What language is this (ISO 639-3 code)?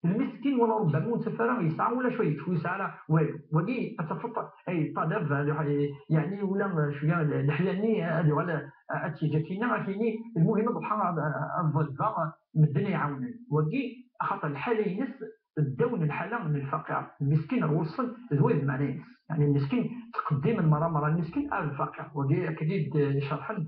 kab